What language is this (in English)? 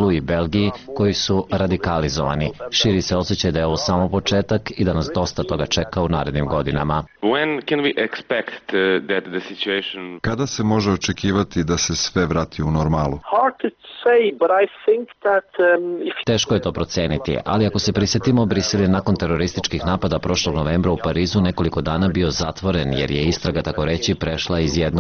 Bosnian